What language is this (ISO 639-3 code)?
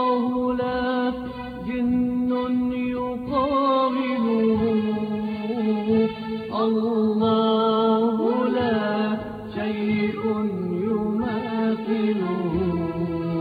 ara